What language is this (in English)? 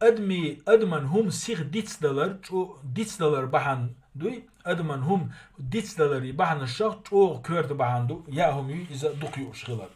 Chechen